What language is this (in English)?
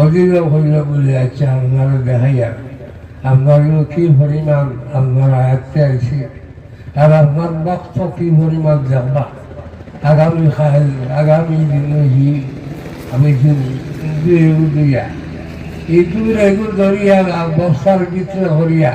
Sylheti